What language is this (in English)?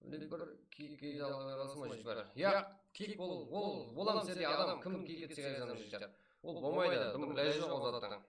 Kara-Kalpak